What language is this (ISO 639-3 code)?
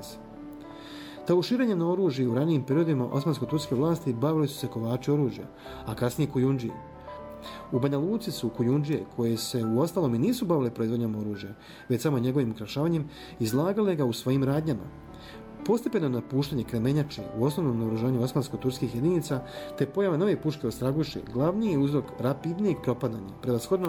bos